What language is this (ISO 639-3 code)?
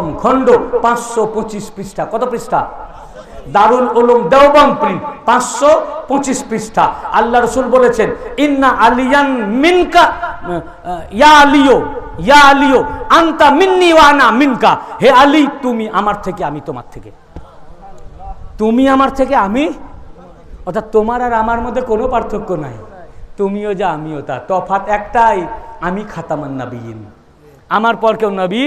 ben